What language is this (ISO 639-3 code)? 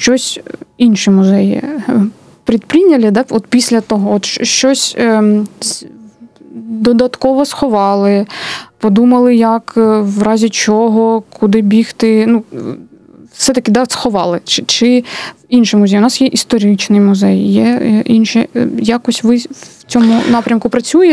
ukr